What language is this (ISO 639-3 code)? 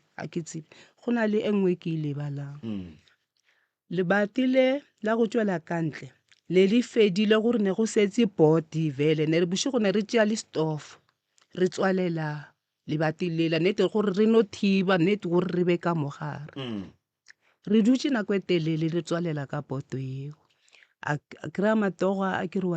nso